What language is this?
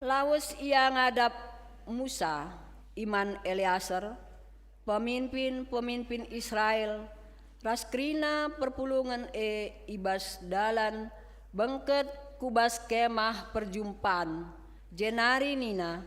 Batak Karo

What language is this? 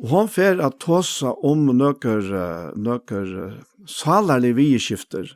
Faroese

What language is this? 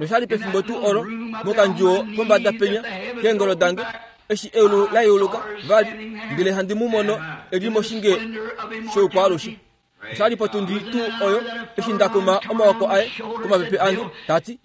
Kuanyama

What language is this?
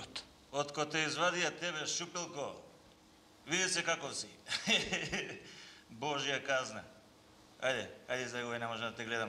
Macedonian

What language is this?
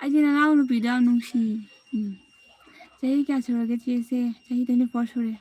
Manipuri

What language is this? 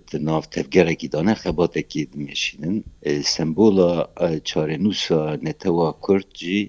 Kurdish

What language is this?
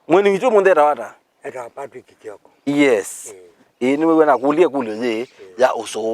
Kamba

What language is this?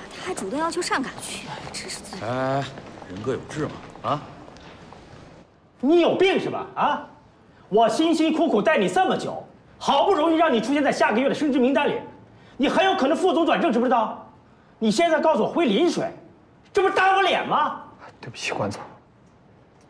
Chinese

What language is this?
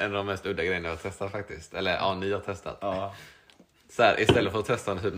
Swedish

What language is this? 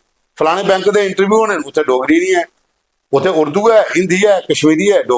Dogri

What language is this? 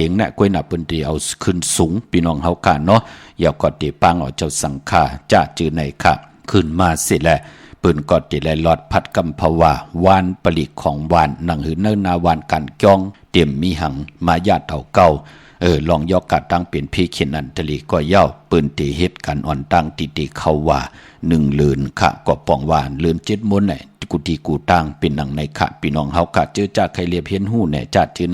Shan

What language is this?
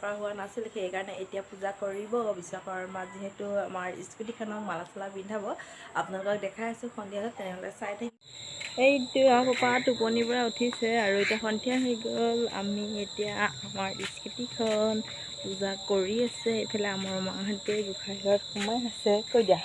Assamese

